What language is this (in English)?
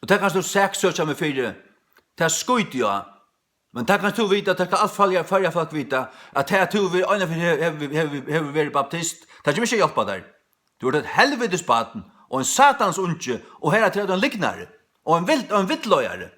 Faroese